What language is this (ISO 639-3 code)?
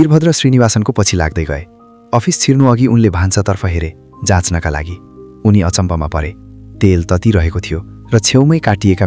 nep